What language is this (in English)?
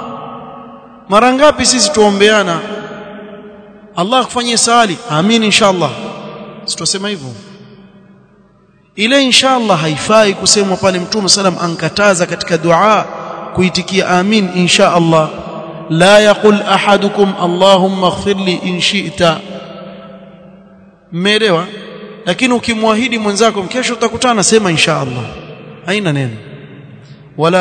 Swahili